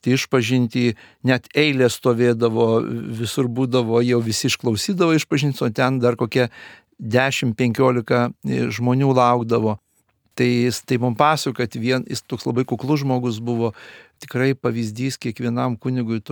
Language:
Lithuanian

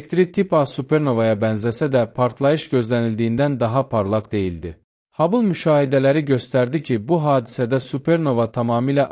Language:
Azerbaijani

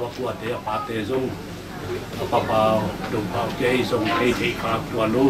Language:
Tedim Chin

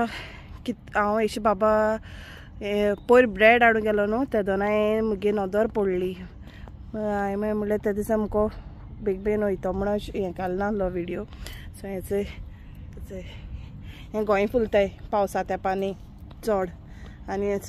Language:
Konkani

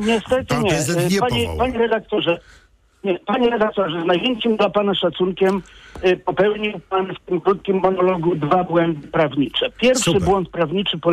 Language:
Polish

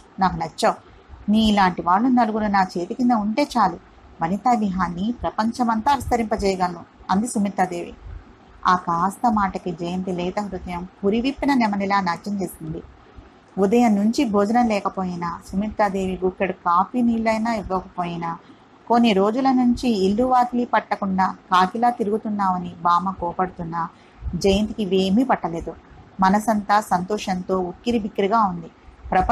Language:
Telugu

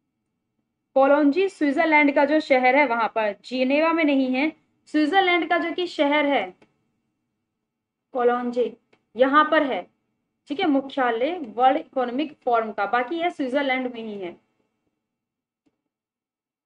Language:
Hindi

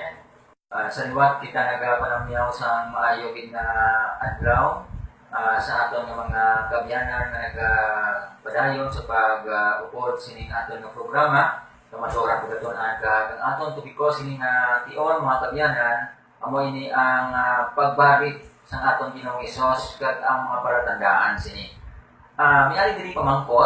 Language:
Hiligaynon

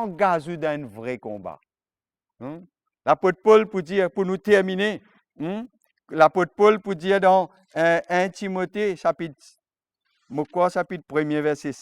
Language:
Morisyen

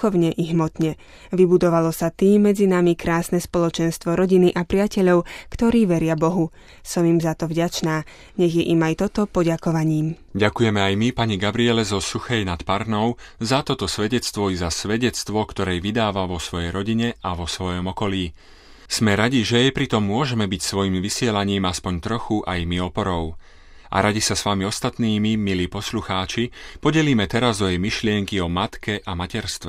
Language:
Slovak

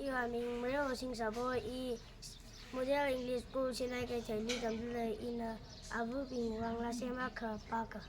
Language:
Tangkhul Naga (India)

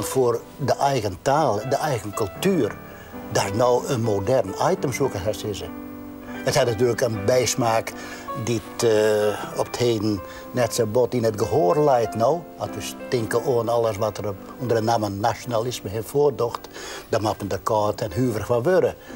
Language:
Western Frisian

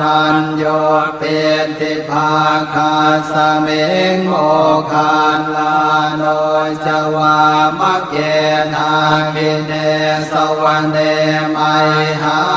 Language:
Pali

